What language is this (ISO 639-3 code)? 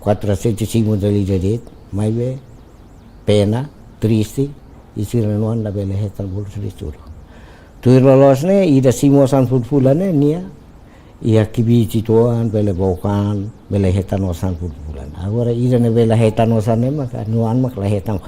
tet